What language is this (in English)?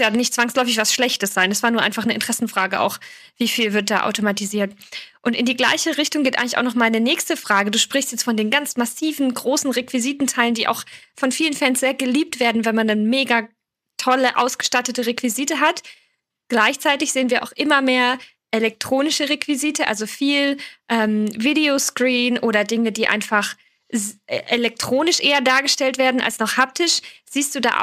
German